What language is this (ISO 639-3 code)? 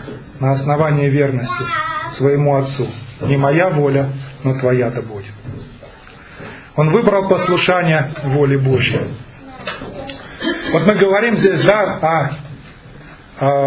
rus